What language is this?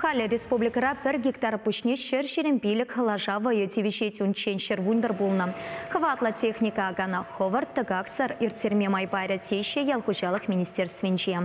Chuvash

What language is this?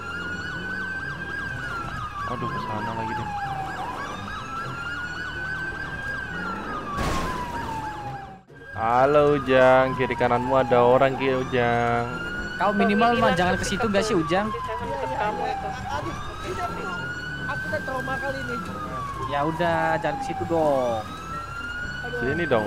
Indonesian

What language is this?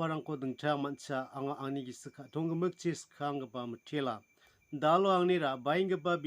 Garo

